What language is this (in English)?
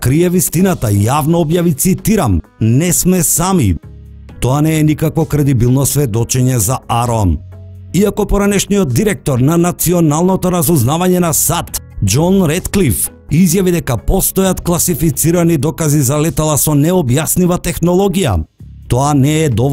Macedonian